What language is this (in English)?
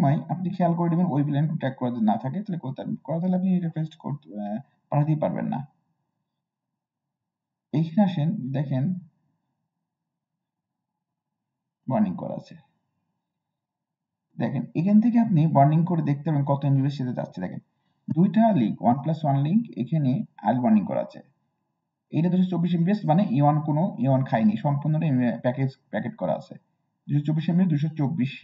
Bangla